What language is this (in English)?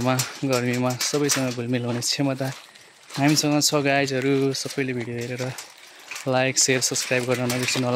Nepali